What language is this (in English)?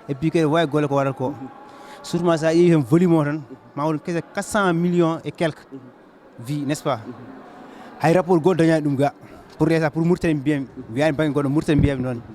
Fula